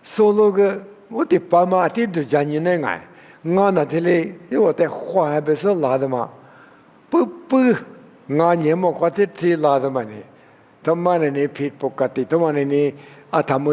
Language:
Lisu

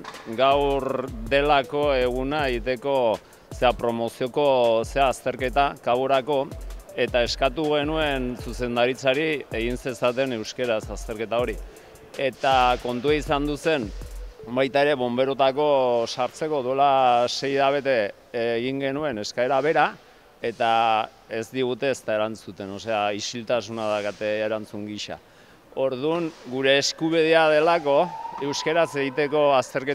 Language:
Basque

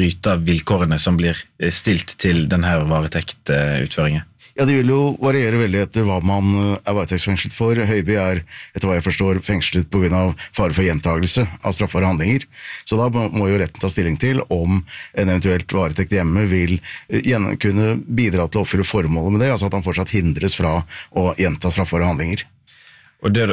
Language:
Norwegian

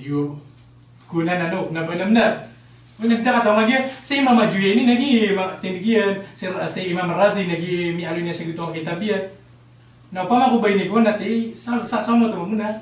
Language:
Maranao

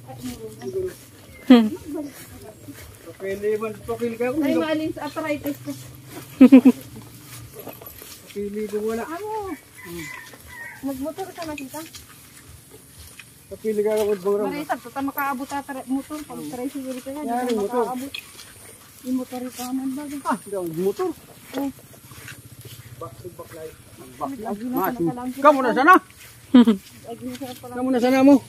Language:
Filipino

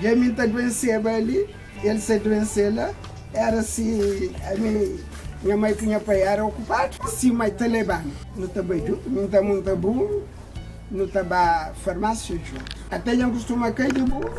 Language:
Kabuverdianu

